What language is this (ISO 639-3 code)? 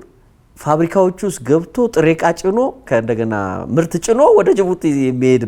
amh